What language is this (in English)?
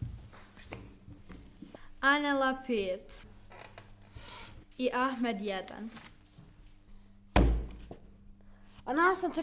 Bosnian